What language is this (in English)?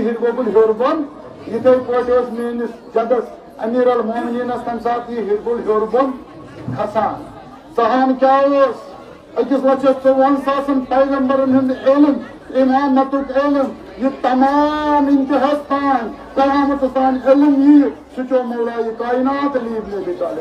Kashmiri